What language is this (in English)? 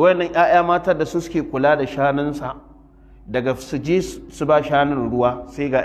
Hausa